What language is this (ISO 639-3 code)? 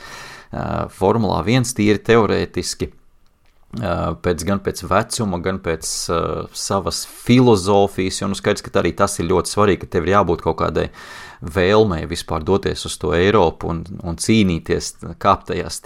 lav